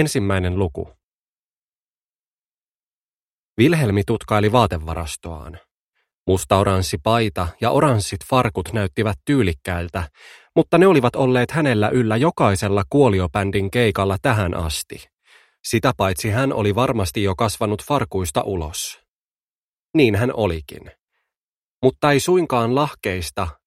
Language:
Finnish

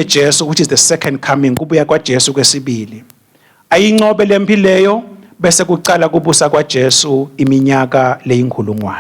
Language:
Swati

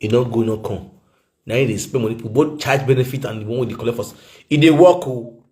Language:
Nigerian Pidgin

